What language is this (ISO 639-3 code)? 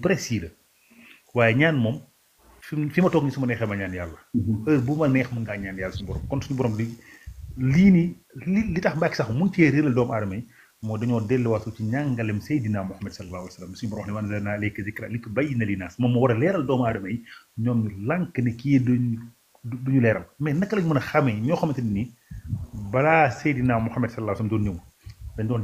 wol